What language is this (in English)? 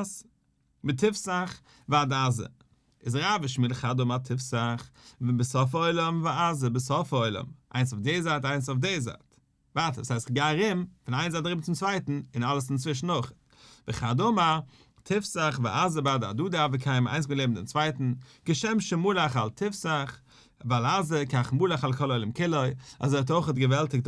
Yiddish